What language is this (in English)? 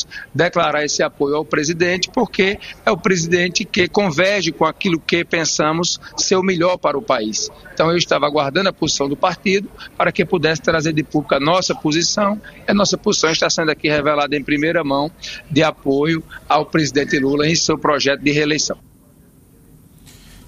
Portuguese